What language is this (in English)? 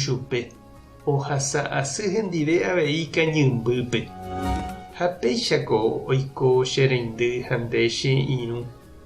Guarani